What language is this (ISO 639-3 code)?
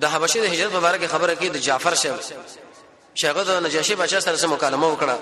pus